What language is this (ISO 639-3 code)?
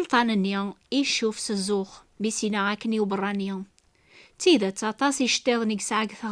kab